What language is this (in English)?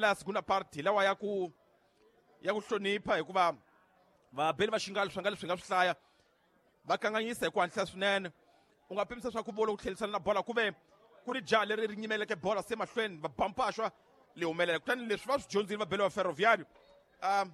Tsonga